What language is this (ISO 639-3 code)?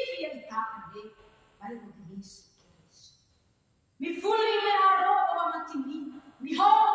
nia